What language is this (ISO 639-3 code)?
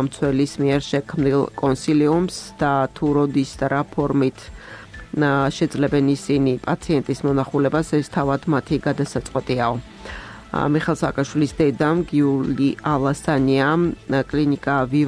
kat